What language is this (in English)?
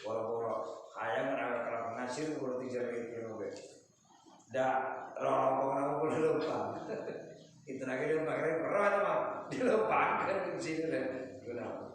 Sundanese